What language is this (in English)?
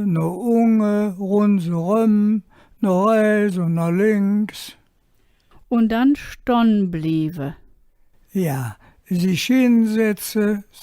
Colognian